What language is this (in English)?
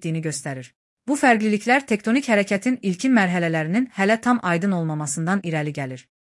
Azerbaijani